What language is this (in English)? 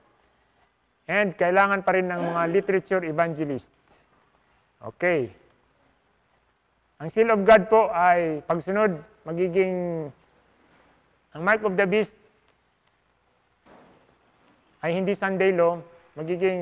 Filipino